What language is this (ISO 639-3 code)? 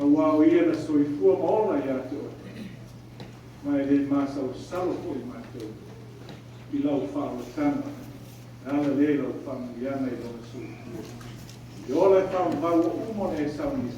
smo